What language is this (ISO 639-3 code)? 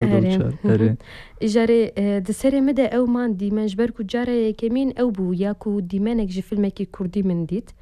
kur